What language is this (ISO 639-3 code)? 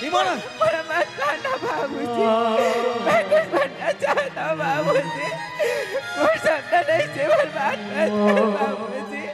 hne